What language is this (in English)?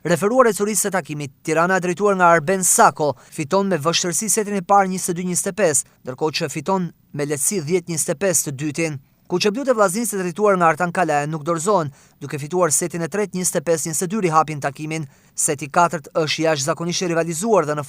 Albanian